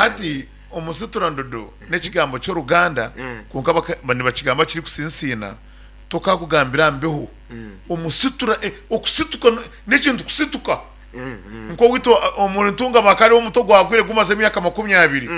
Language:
Nyankole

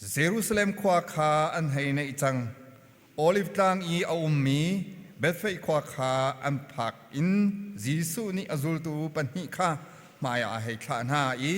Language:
Hakha Chin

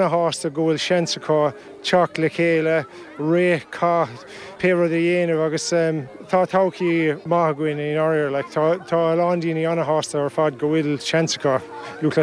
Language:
Irish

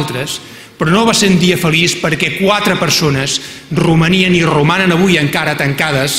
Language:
Catalan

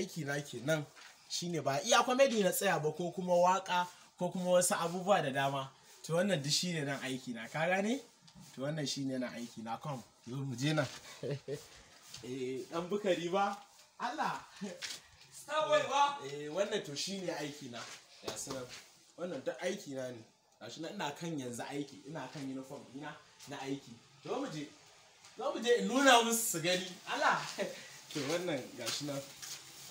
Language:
Hausa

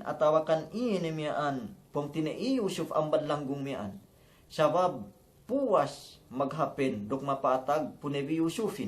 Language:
Yakan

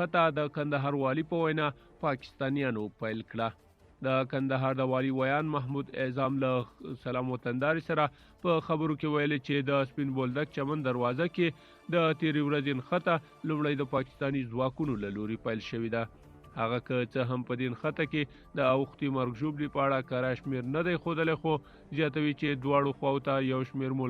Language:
Pashto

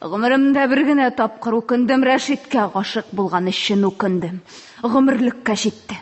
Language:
Tatar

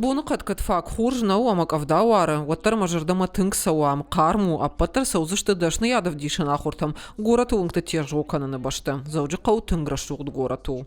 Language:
Ossetic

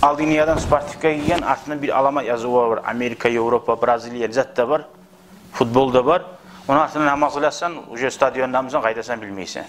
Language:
Kumyk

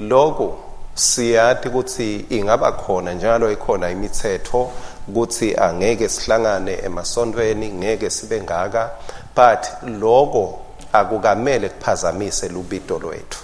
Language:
Swati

